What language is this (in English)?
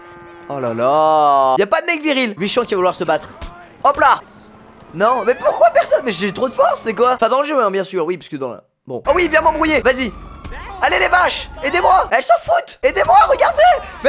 French